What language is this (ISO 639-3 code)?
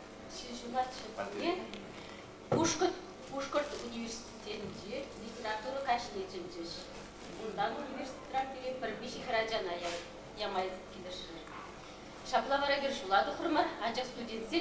chv